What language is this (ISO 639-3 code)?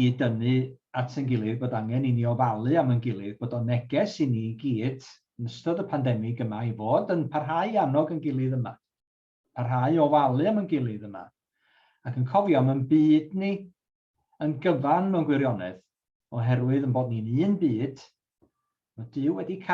cym